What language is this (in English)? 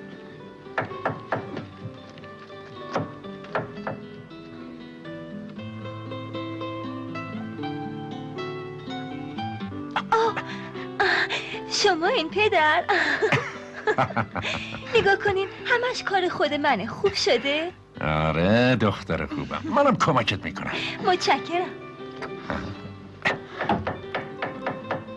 Persian